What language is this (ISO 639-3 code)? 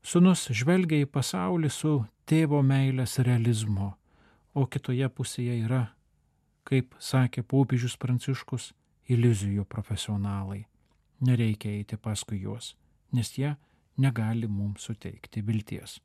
lit